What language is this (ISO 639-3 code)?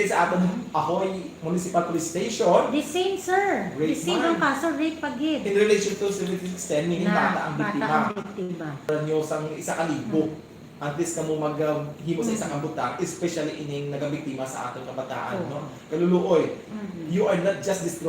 hil